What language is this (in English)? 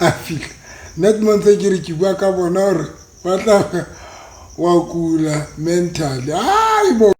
Southern Sotho